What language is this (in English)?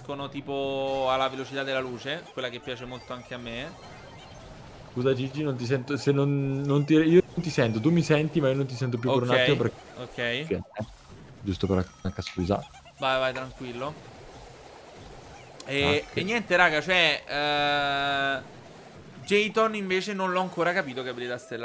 Italian